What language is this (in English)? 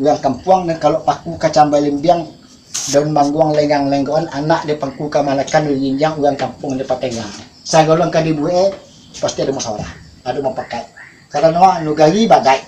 Minangkabau